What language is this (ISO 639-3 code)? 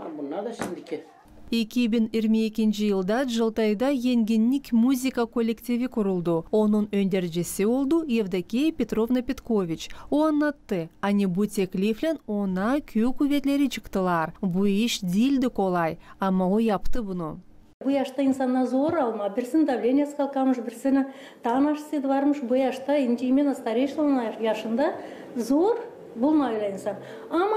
gag